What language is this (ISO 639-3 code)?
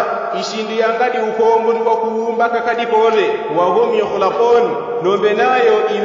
yao